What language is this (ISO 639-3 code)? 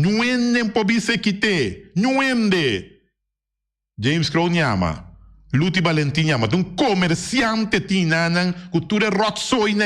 pap